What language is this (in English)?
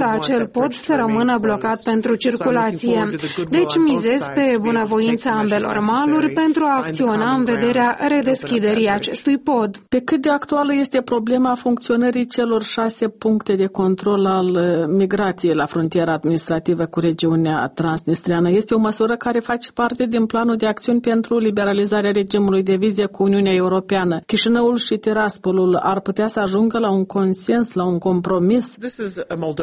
Romanian